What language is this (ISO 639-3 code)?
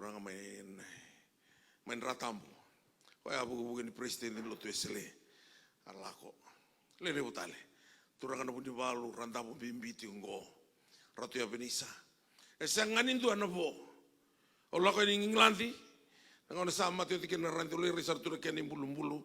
fij